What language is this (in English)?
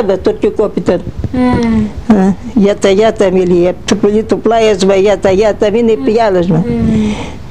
Greek